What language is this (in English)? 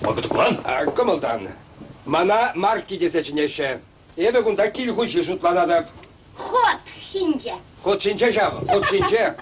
Chuvash